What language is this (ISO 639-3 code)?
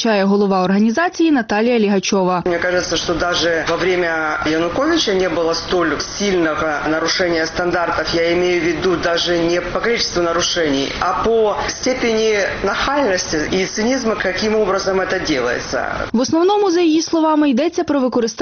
ukr